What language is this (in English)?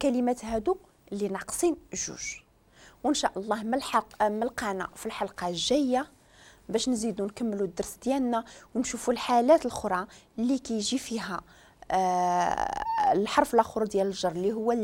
Moroccan Arabic